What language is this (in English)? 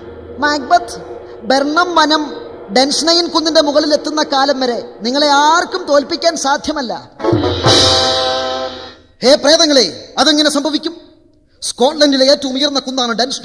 Malayalam